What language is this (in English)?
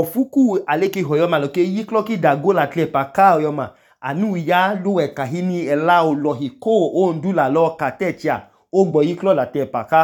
Idoma